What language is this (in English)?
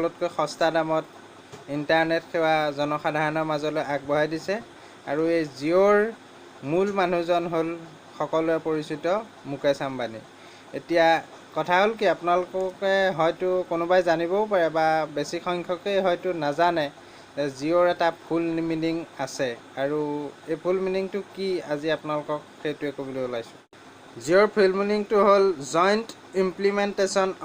Assamese